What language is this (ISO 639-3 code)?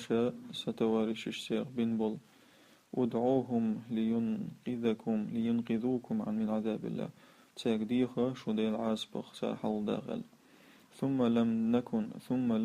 che